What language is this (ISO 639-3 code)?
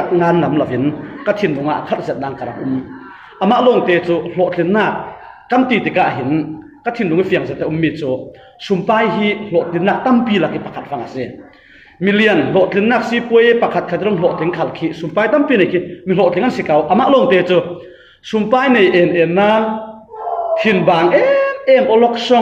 cfm